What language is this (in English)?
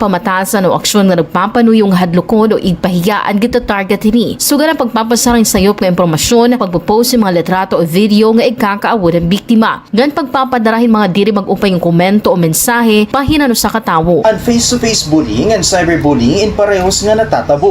Waray